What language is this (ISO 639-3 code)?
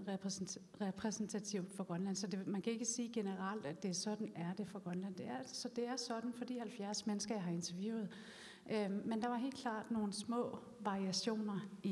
dan